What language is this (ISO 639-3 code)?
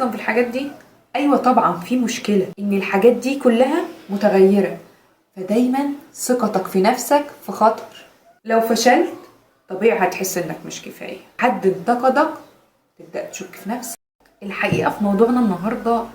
arz